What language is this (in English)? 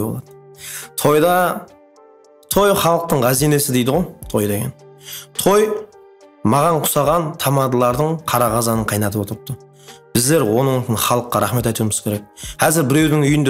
Kara-Kalpak